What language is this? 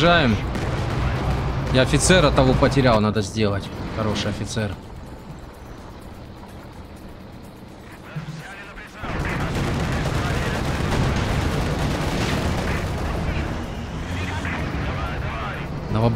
Russian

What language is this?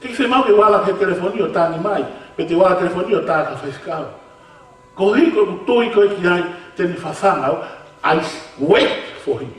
Tongan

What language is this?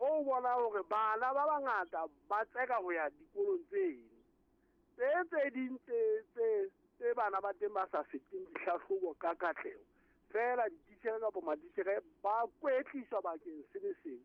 Southern Sotho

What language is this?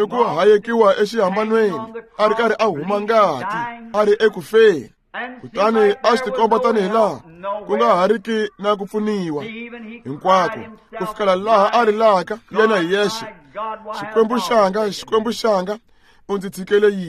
Tsonga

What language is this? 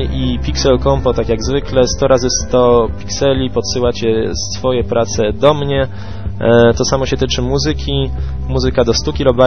Polish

